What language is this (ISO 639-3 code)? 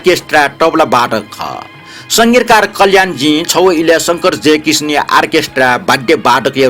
new